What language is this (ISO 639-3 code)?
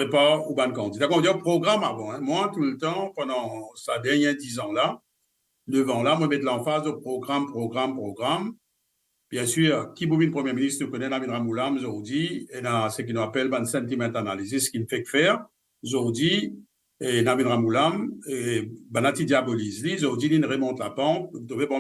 mfe